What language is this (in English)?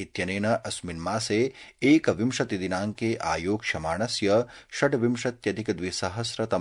Sanskrit